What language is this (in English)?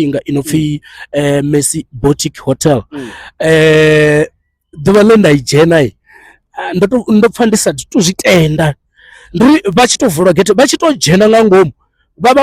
Venda